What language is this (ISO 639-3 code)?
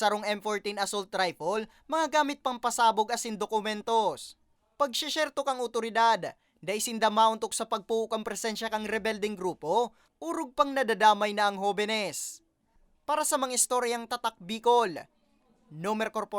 bik